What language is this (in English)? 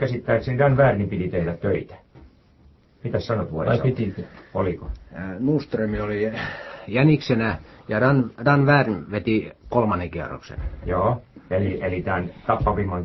Finnish